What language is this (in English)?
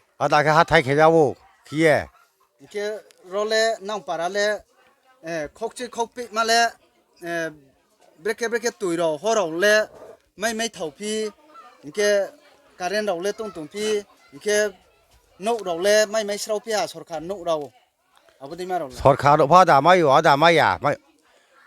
Riang (India)